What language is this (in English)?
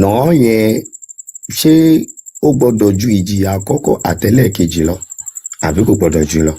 Yoruba